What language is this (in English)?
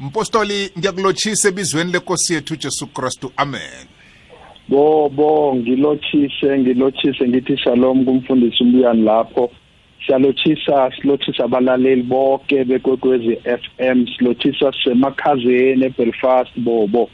South Ndebele